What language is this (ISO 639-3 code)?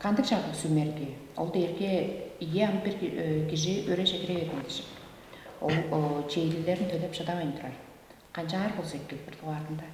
tyv